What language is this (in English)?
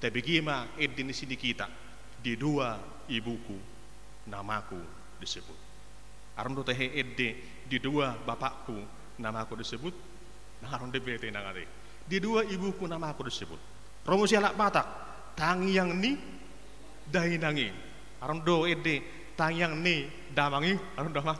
Batak Toba